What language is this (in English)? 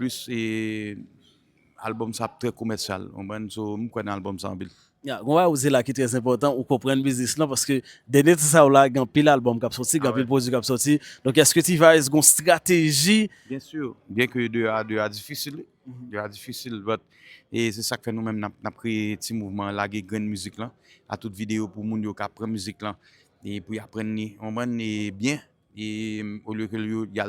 Haitian Creole